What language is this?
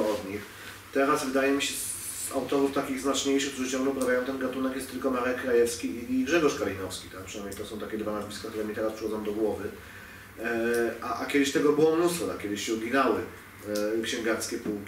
Polish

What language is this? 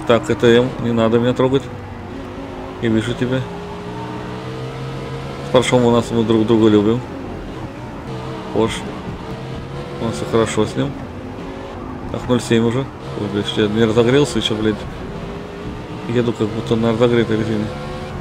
Russian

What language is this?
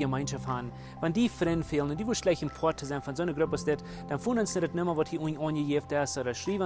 Plautdietsch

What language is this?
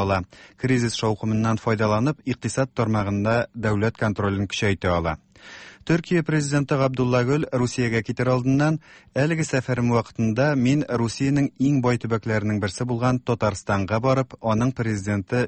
Tatar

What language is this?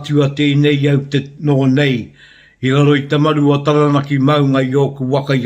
Māori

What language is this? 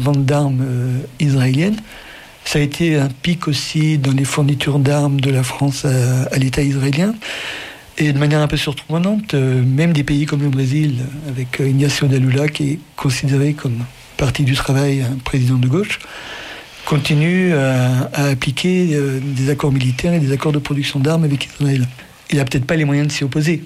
French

